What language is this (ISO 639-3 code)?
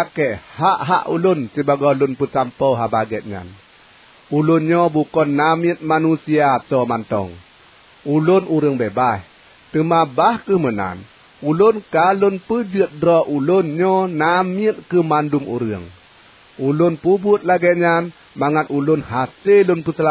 ace